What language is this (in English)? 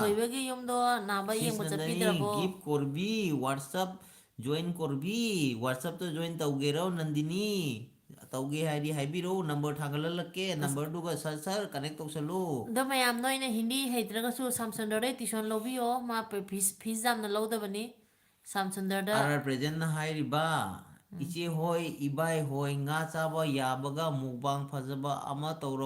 Manipuri